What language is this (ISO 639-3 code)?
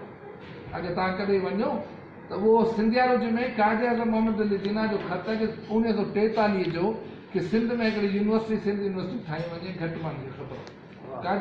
snd